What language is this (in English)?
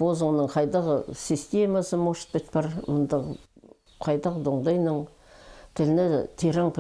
Khakas